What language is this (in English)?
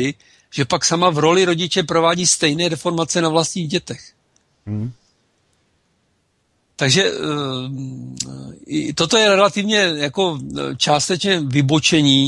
Czech